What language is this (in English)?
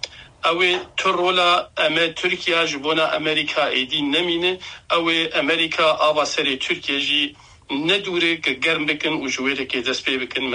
Kurdish